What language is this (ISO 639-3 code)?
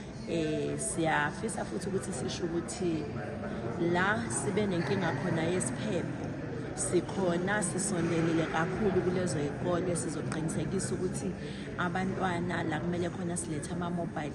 zul